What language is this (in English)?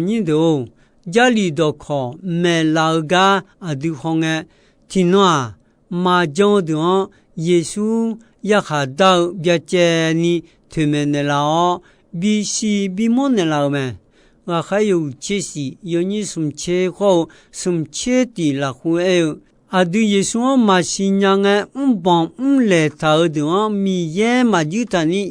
Akha